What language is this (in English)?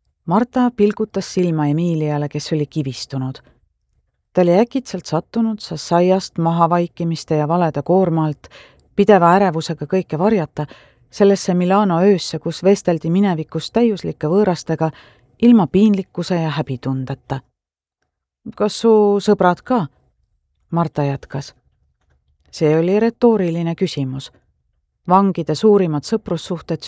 Estonian